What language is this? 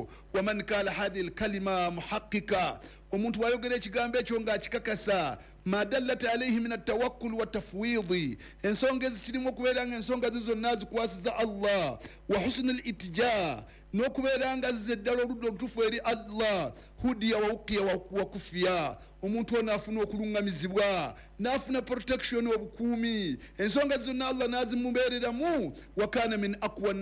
Ganda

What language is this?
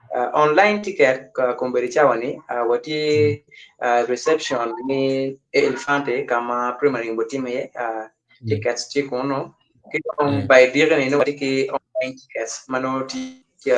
Acoli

